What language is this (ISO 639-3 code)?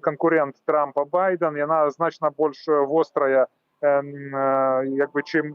bel